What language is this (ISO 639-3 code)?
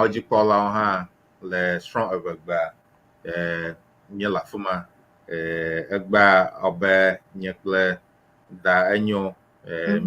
ewe